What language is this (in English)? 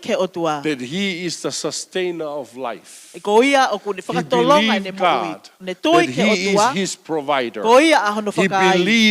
Tongan